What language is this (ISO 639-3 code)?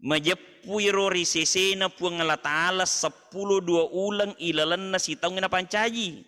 bug